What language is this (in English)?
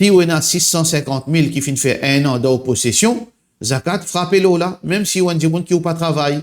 Morisyen